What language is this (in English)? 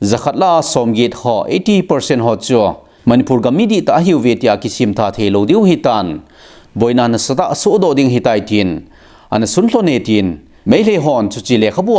Thado Chin